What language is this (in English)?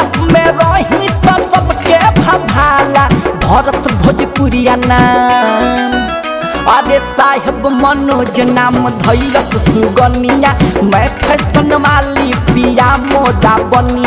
Bhojpuri